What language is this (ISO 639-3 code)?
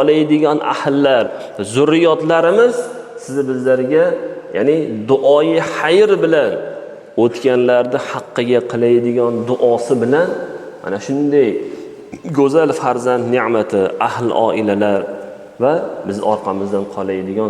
uzb